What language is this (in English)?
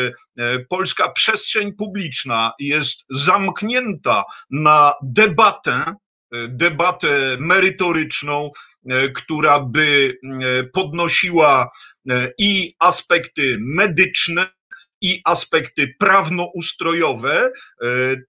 Polish